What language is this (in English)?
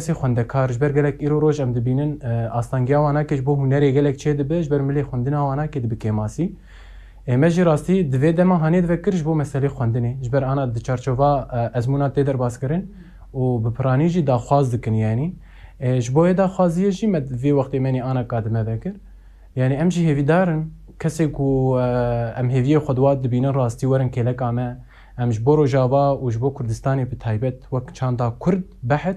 Kurdish